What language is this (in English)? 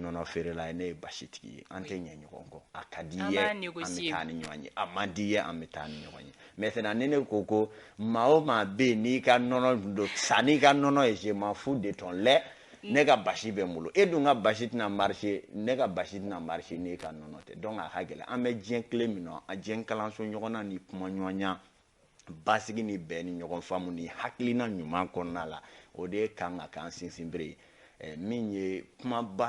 Bambara